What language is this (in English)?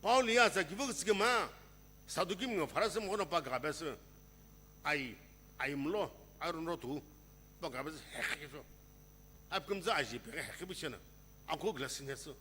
Sumi Naga